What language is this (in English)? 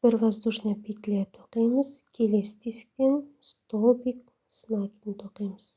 Kazakh